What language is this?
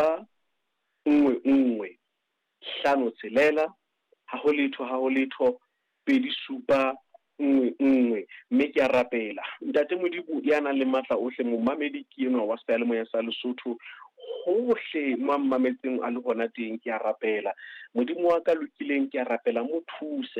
Southern Sotho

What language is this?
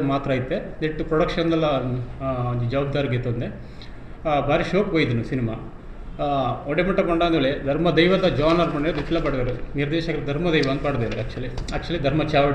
Tulu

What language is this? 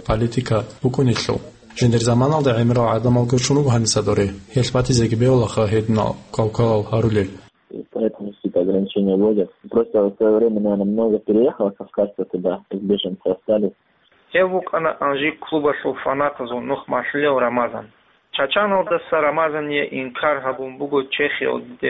Avaric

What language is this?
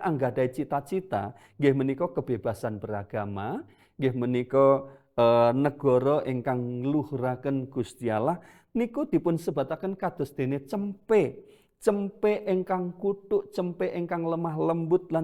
Javanese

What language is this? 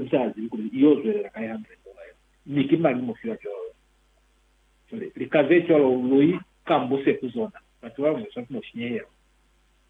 Lozi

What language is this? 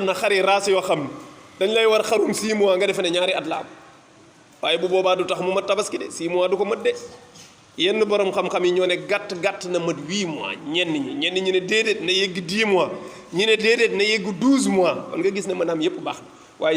Wolof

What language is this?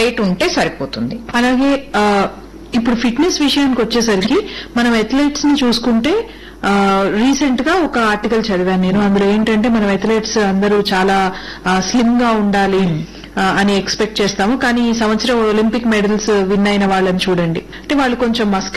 Telugu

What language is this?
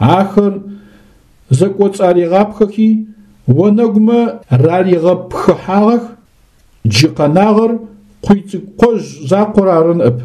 Adyghe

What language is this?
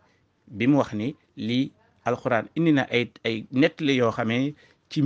Wolof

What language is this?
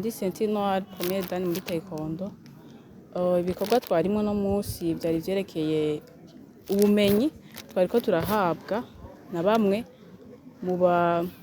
Rundi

